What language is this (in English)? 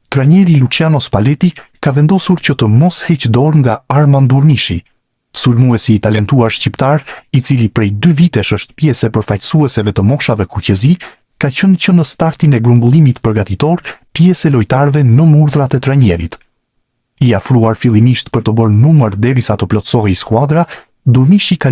Albanian